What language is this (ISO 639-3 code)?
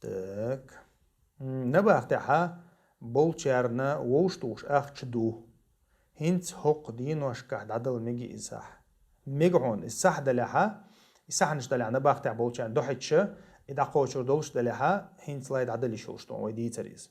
che